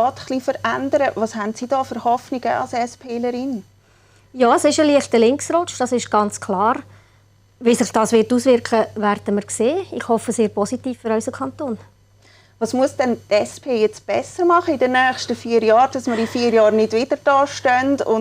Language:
Swiss German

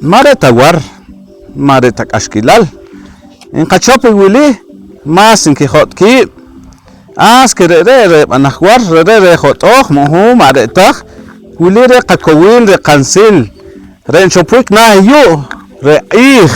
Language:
Poqomchi'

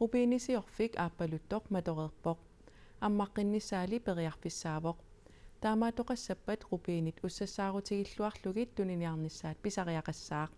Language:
Kalaallisut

